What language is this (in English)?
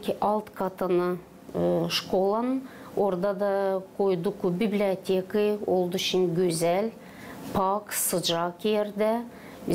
Gagauz